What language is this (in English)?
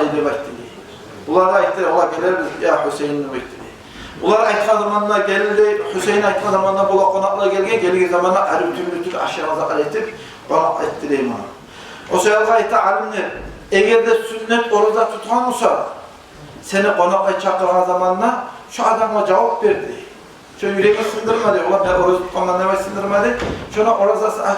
Kumyk